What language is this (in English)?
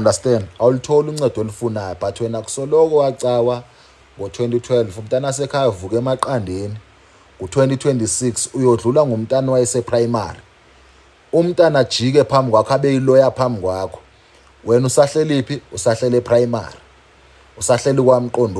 Zulu